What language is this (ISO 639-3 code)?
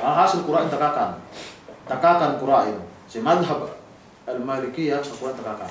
yka